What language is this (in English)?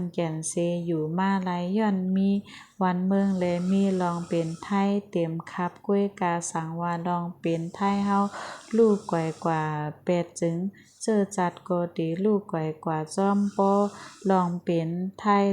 Shan